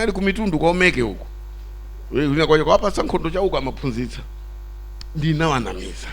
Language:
Nyanja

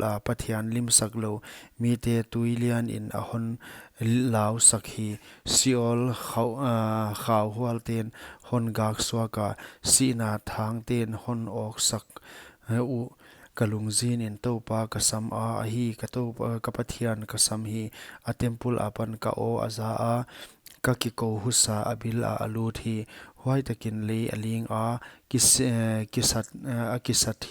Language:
Paite Chin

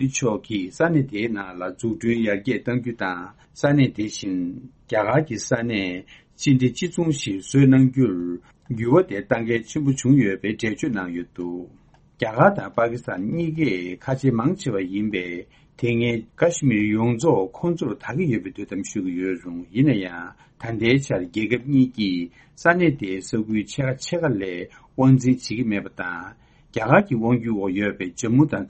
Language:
Tibetan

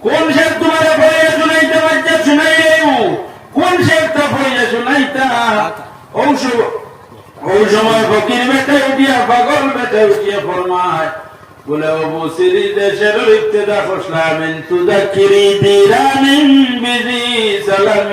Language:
Sylheti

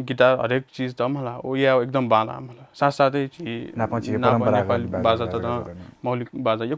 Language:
Newari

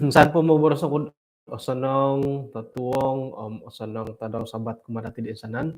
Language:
Central Dusun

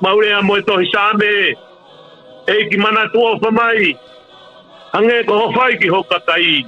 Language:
Tongan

